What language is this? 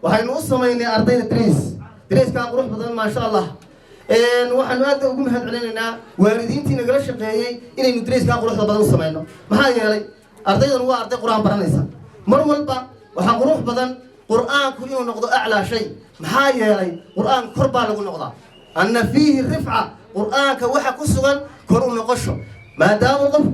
Somali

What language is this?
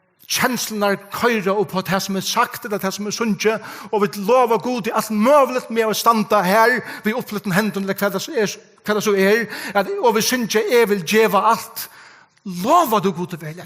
Faroese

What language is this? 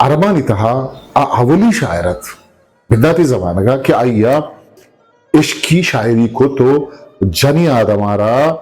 Eastern Balochi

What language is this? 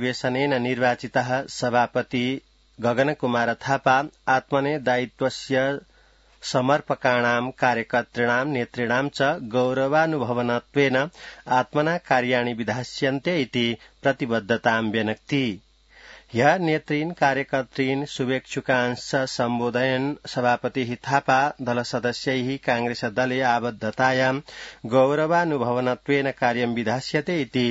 Sanskrit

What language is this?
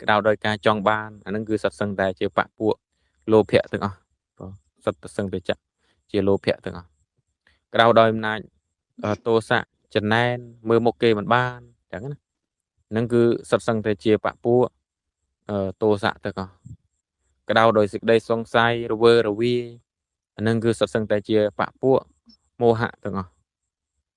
Khmer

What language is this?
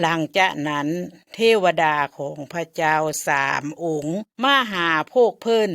Lao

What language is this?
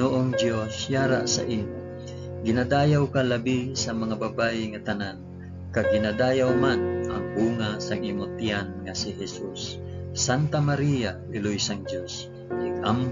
Hiligaynon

